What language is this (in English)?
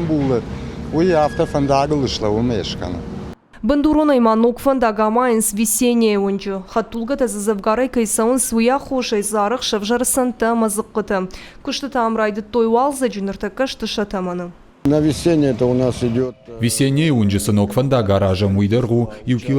Ossetic